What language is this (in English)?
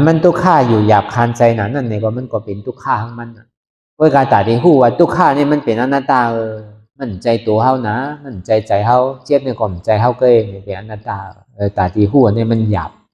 Shan